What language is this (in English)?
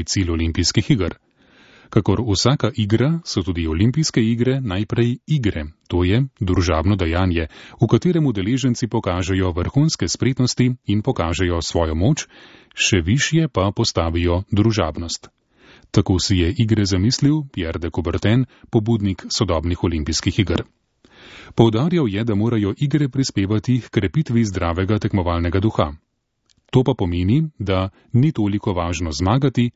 Slovenian